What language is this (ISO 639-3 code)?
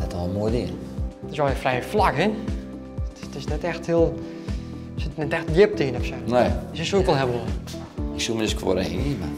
fry